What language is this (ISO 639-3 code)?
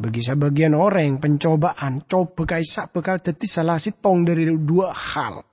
mad